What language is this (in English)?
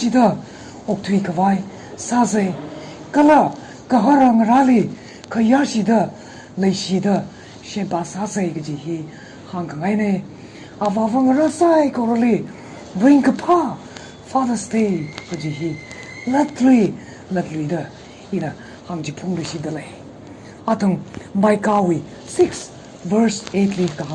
Tangkhul Naga (India)